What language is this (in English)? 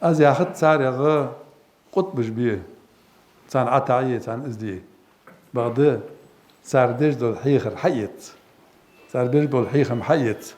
Ingush